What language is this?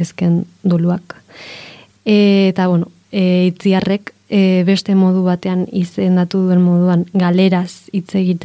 Basque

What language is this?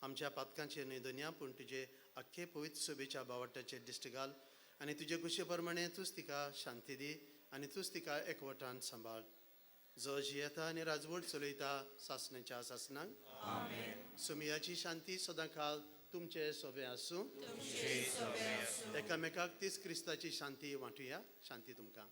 Konkani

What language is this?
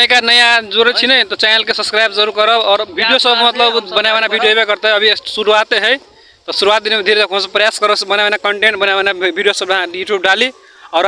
Maithili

